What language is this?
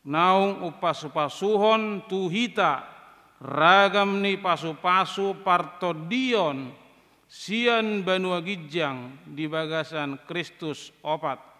Batak Toba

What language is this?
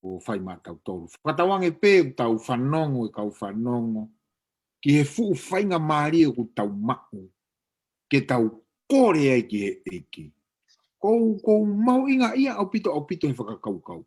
Tongan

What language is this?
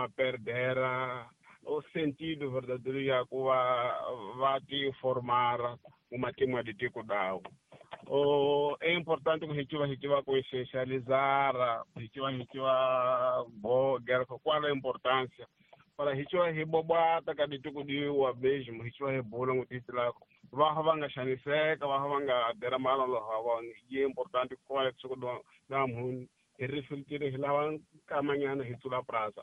Tsonga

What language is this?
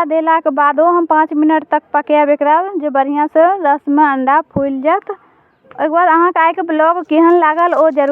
Maithili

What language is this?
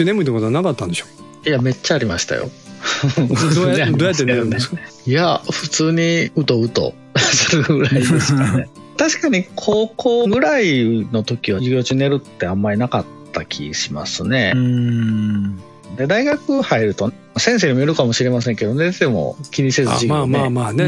Japanese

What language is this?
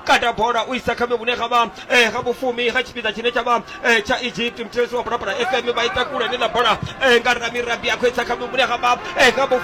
Venda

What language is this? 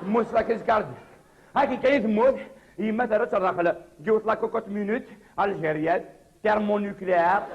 Kabyle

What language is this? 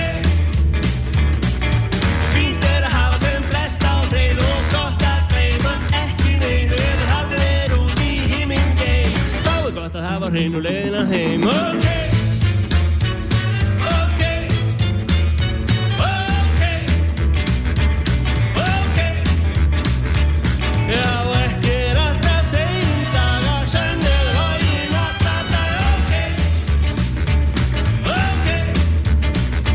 Icelandic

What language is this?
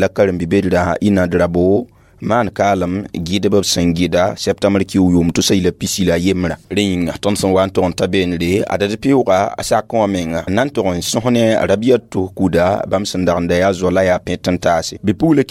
Mossi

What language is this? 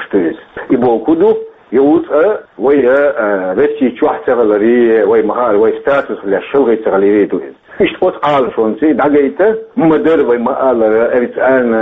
Chechen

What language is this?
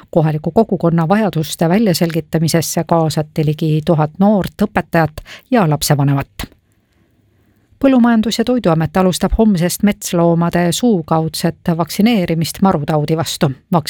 Estonian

